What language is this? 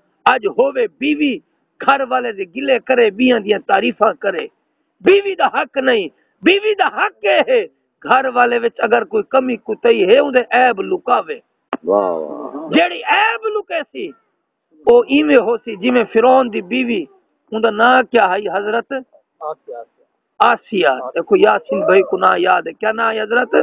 Saraiki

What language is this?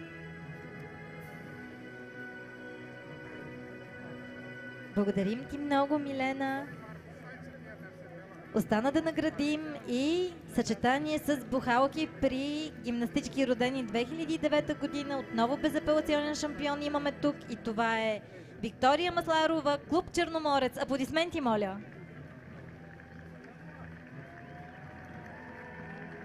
Bulgarian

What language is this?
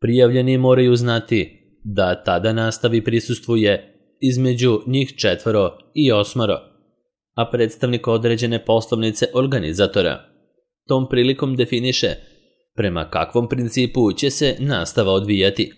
Serbian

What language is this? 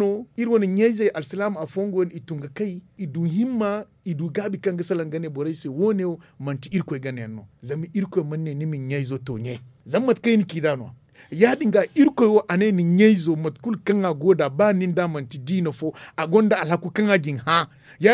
Zarma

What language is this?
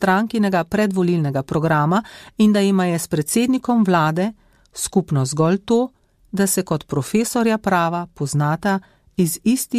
Slovenian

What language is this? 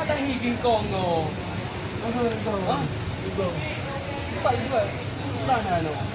Achinese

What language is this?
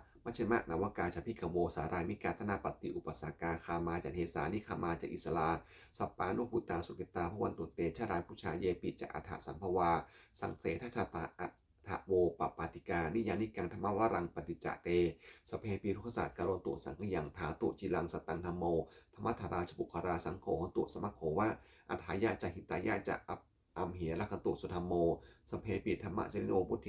Pali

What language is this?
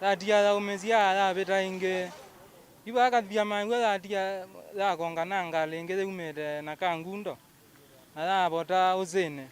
Kamba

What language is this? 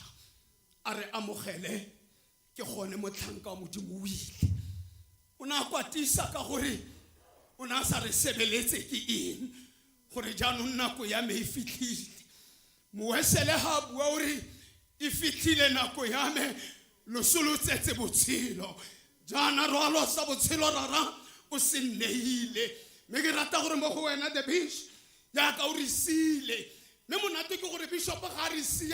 Tswana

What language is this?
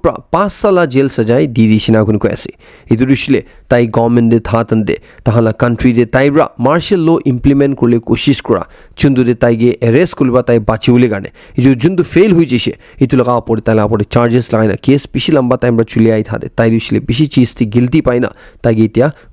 Naga Pidgin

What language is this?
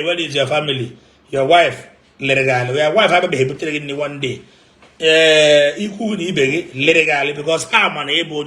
Igbo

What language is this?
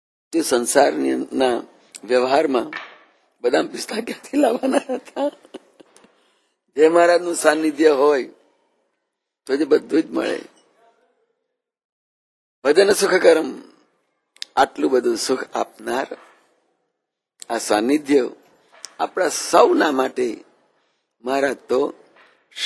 Gujarati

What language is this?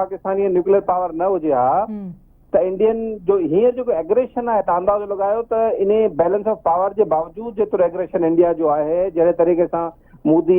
Sindhi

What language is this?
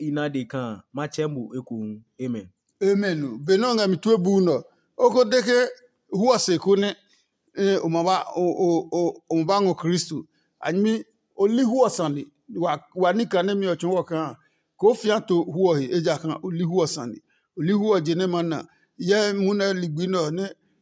Adangme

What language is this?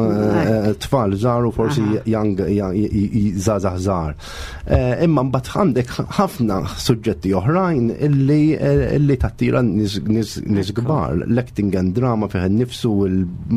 Maltese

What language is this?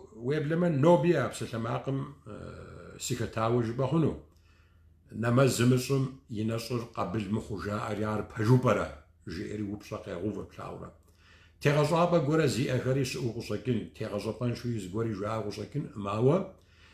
Kabardian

